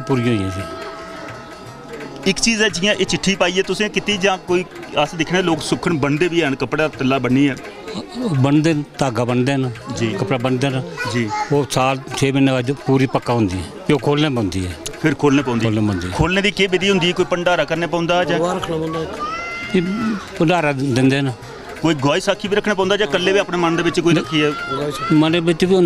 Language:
Dogri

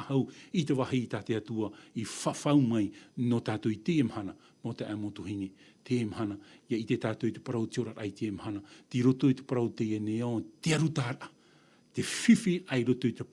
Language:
Tahitian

